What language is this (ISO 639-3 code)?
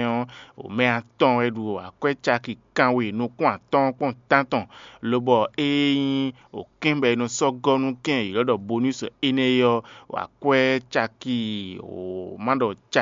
fon